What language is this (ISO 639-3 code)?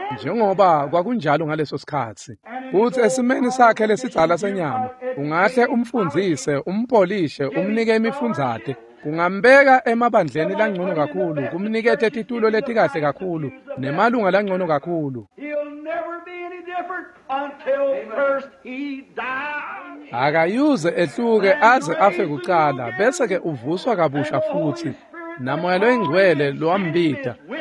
ssw